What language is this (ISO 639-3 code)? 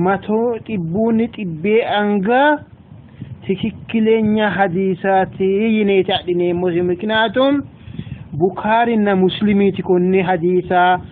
sid